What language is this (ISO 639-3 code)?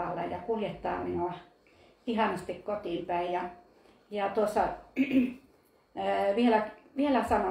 fin